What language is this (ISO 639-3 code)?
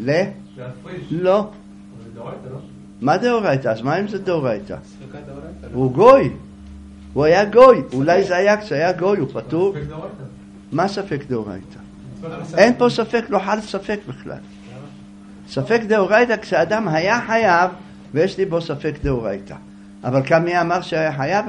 heb